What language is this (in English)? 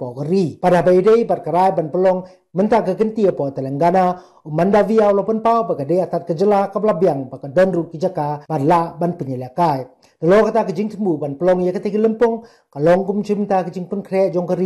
Khasi